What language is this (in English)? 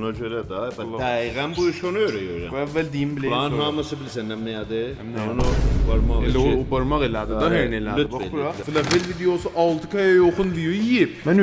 South Azerbaijani